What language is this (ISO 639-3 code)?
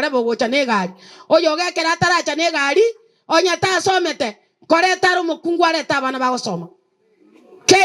guz